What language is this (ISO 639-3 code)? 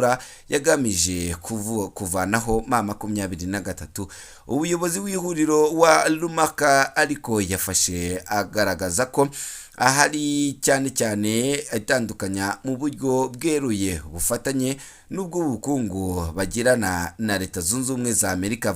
kin